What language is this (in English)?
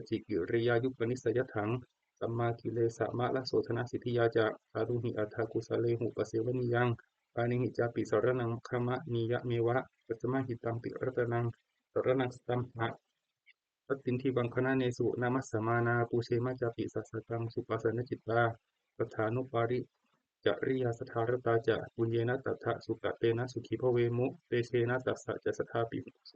Pali